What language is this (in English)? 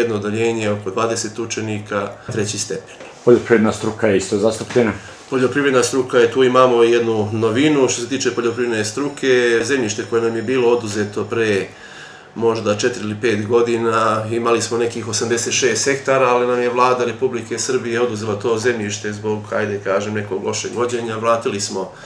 Serbian